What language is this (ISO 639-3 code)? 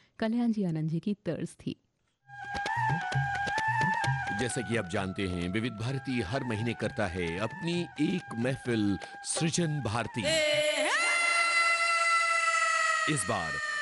hin